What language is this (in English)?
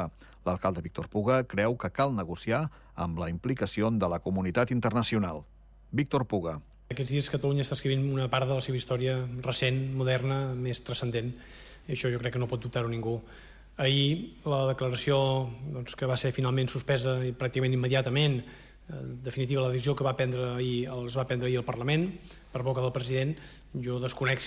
Catalan